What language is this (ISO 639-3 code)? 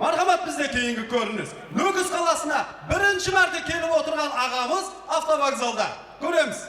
kaa